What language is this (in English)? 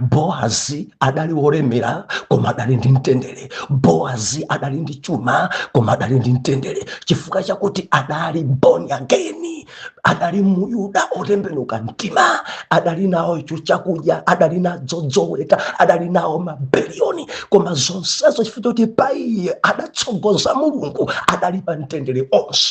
Nyanja